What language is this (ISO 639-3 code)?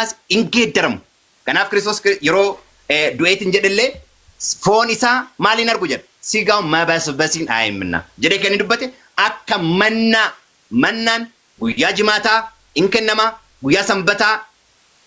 orm